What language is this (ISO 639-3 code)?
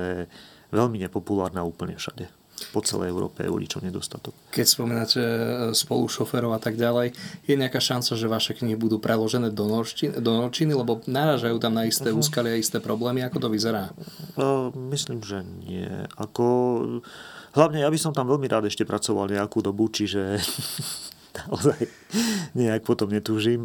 slk